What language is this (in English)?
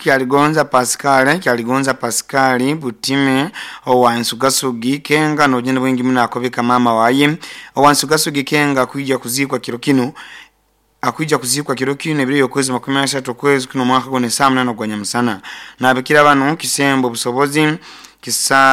Nyoro